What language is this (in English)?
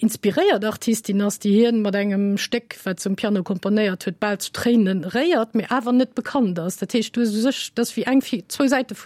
Luxembourgish